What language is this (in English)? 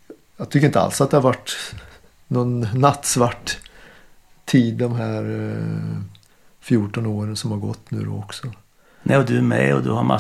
Swedish